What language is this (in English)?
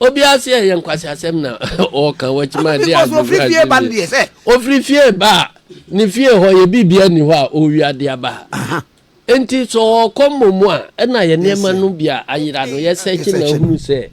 Akan